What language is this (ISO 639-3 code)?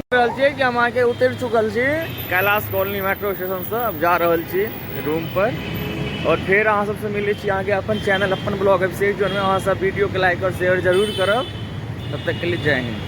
mai